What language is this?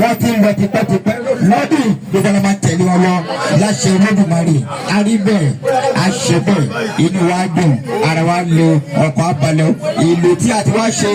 Yoruba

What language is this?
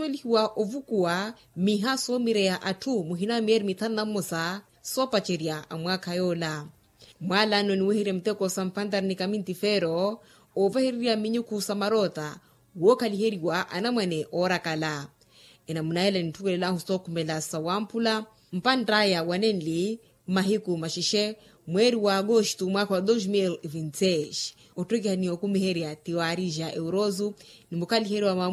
Makhuwa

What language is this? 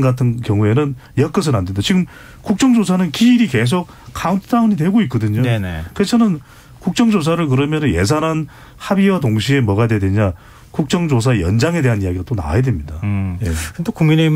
Korean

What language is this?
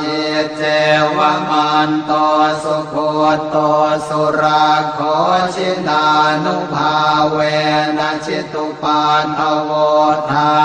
Pali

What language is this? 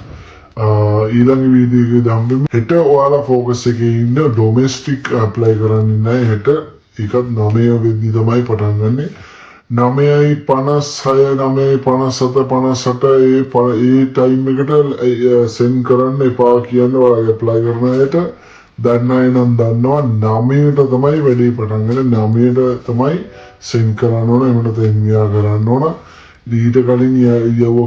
Sinhala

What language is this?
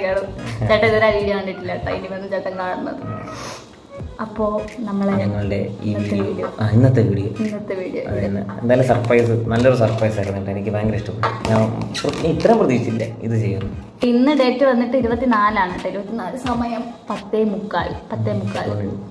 Malayalam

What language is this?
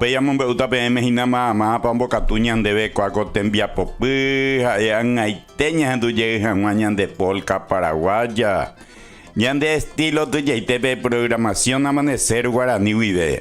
Guarani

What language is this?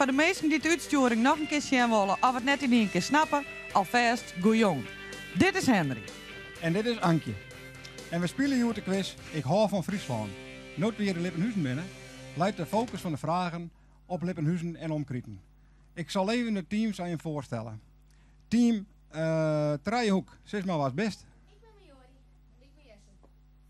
Western Frisian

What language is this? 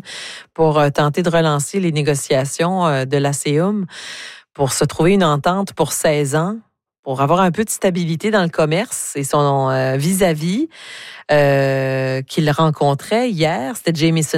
French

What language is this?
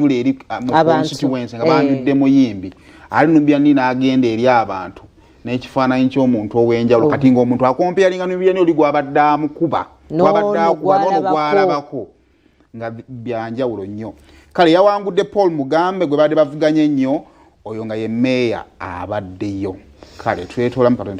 Ganda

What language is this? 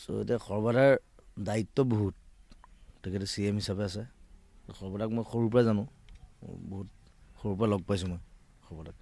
Assamese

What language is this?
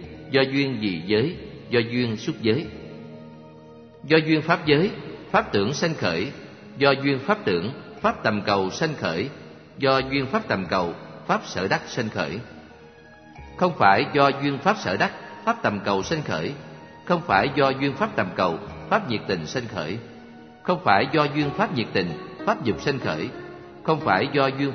Vietnamese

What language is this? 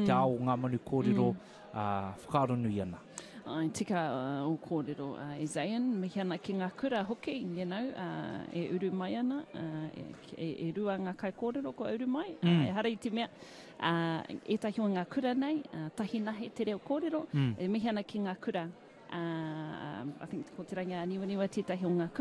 Māori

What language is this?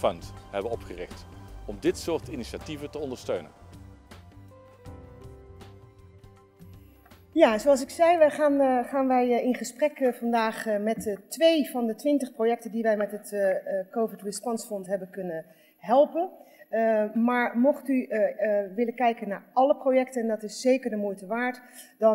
Dutch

